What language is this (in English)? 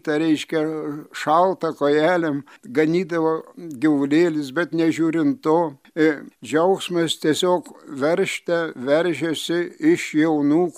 Lithuanian